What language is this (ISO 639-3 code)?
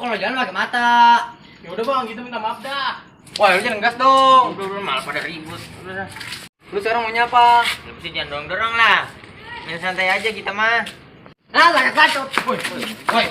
bew